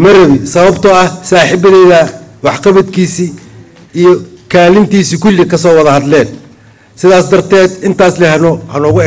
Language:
Somali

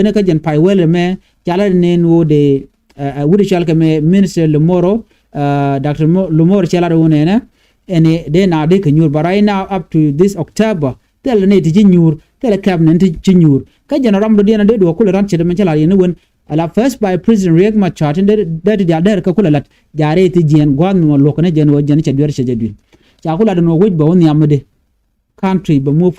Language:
Nuer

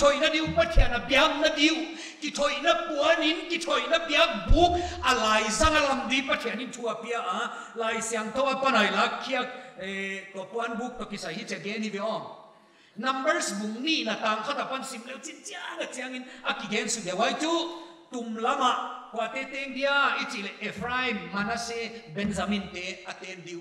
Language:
Paite Chin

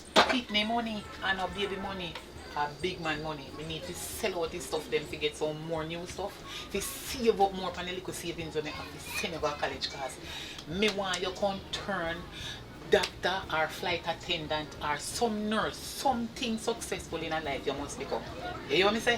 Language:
Jamaican Creole English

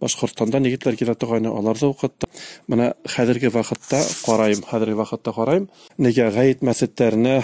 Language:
Bashkir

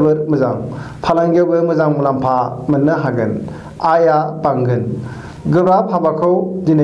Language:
Bodo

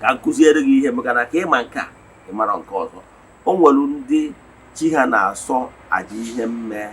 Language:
Igbo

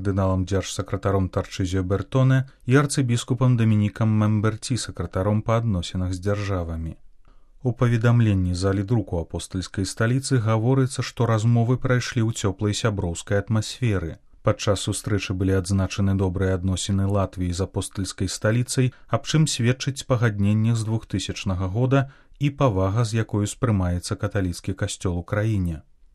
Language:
Belarusian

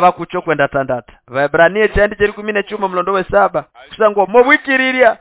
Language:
Nande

